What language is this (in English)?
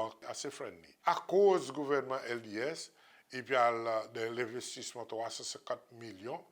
Seselwa Creole French